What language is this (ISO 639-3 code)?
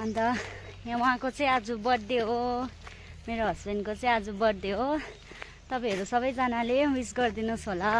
nep